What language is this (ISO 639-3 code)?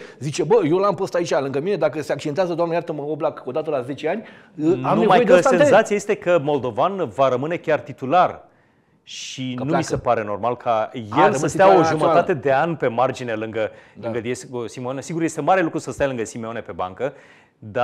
ron